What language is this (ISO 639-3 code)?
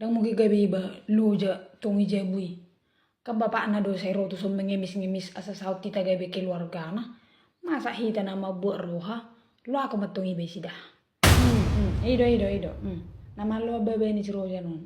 bbc